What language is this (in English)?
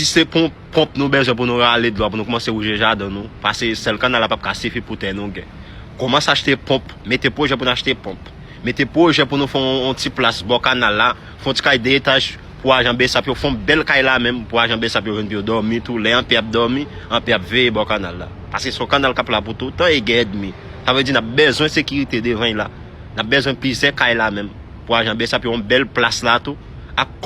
Haitian Creole